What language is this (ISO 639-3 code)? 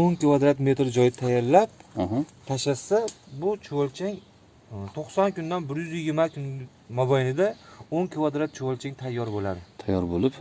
uzb